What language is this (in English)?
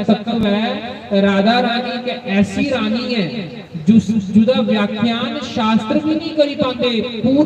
Dogri